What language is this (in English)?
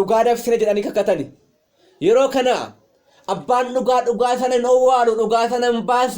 Oromo